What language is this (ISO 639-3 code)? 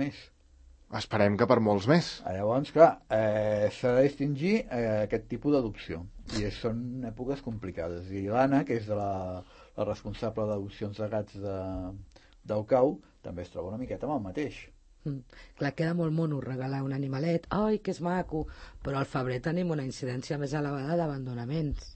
cat